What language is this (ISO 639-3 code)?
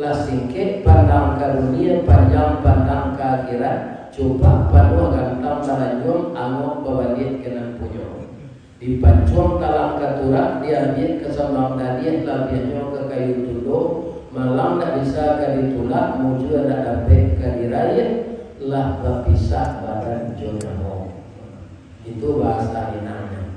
min